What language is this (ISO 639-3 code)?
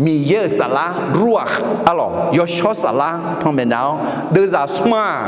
ahk